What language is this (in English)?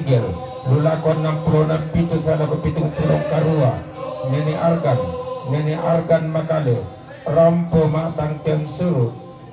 Toraja-Sa'dan